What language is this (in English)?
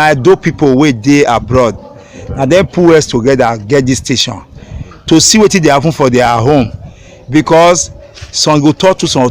Nigerian Pidgin